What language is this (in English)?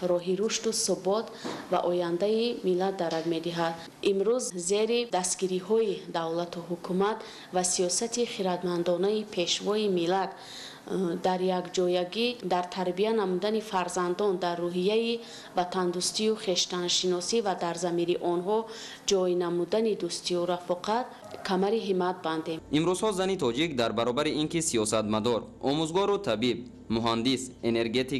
Tajik